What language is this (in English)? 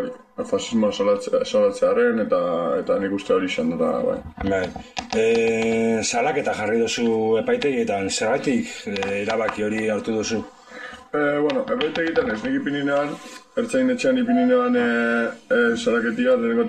Basque